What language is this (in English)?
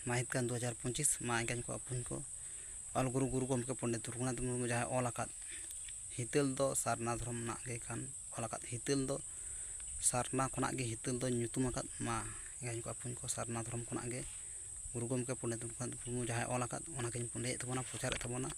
Santali